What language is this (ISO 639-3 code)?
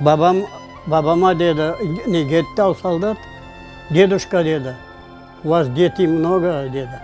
crh